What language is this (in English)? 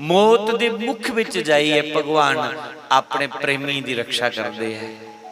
Dogri